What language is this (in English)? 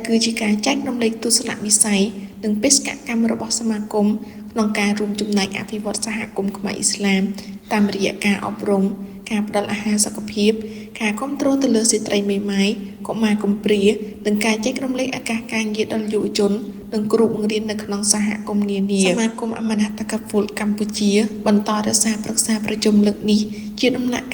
Khmer